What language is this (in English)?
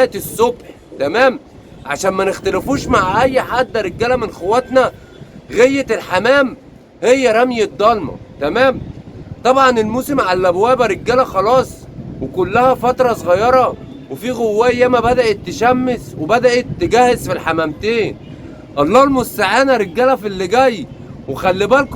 Egyptian Arabic